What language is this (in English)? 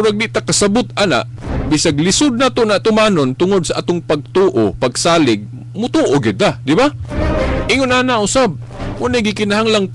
Cebuano